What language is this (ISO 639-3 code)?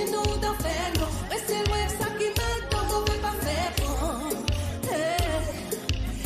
crs